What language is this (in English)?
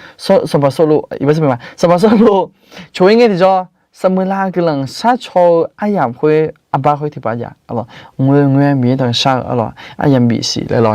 Akha